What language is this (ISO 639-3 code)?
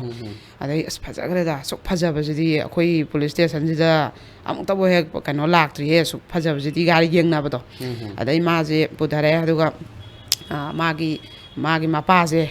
mni